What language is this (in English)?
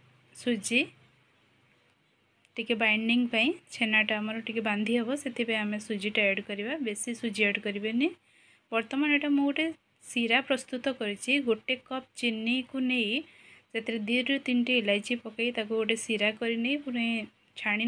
Odia